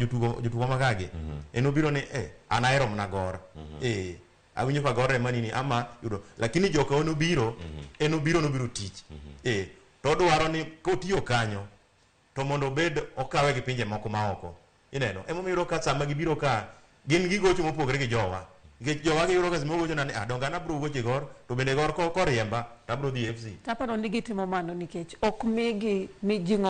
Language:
Luo (Kenya and Tanzania)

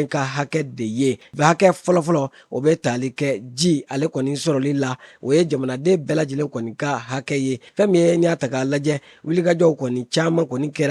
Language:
Bambara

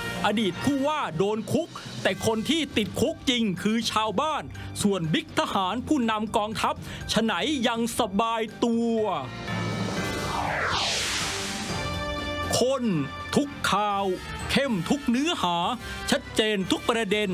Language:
Thai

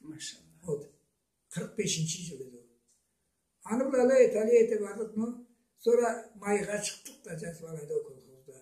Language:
Karachay-Balkar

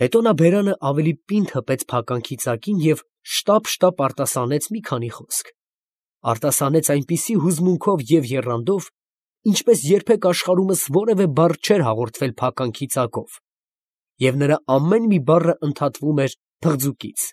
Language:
Armenian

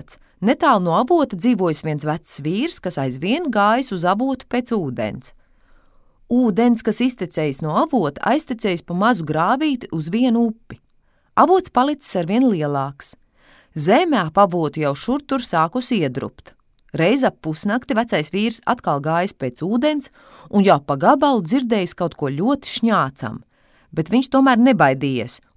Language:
Latvian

